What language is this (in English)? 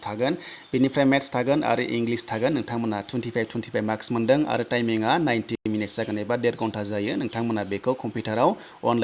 Bodo